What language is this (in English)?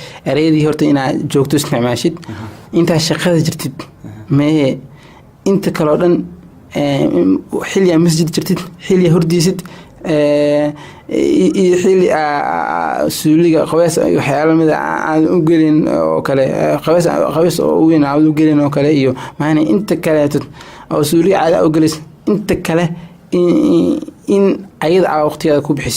Somali